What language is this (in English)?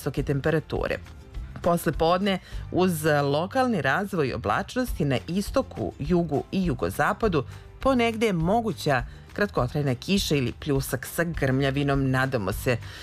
Serbian